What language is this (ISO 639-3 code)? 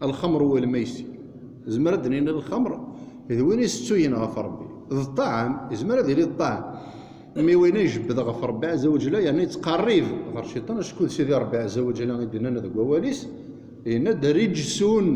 kab